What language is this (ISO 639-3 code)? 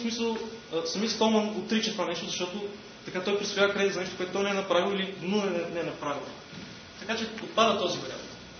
bul